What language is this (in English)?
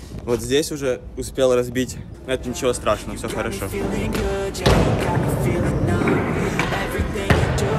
Russian